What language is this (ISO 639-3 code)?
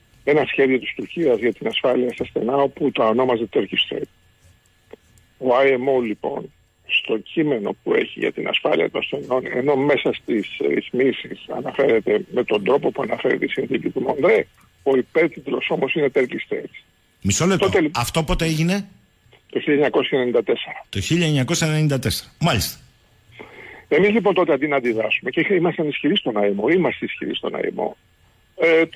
ell